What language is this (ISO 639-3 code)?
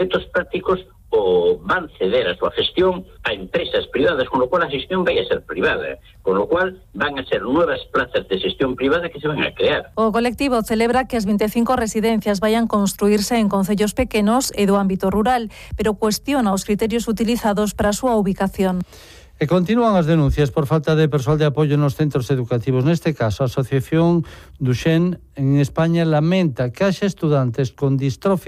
glg